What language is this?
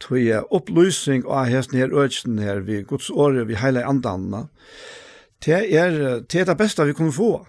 Faroese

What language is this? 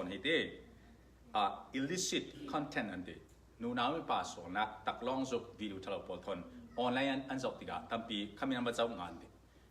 Falam Chin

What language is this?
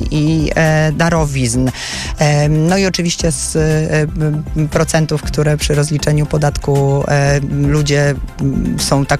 Polish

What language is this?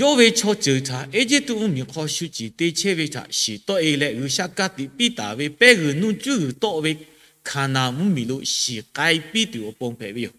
Lahu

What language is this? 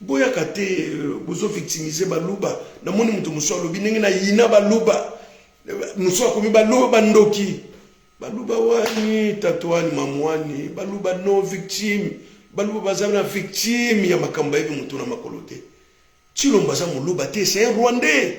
Lingala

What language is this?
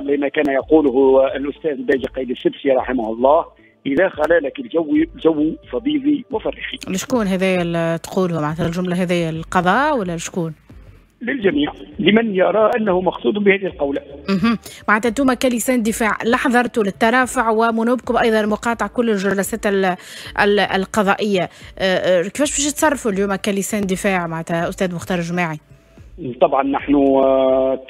Tunisian Arabic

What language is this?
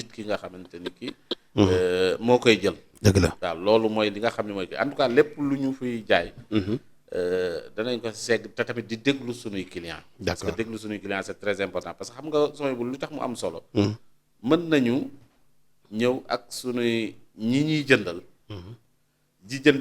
Wolof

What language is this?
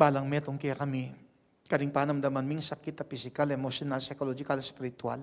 Pampanga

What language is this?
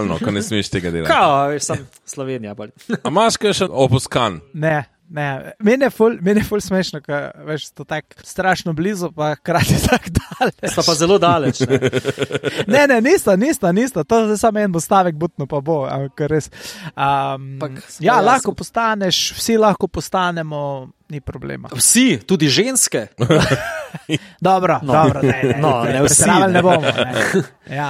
Slovenian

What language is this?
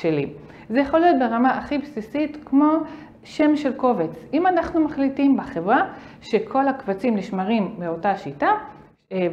Hebrew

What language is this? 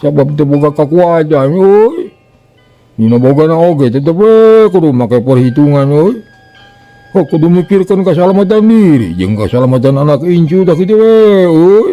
Sundanese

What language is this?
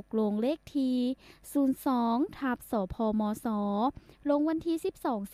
Lao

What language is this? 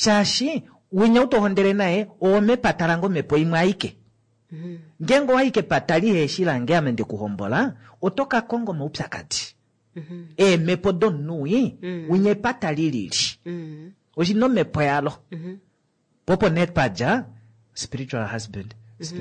Kuanyama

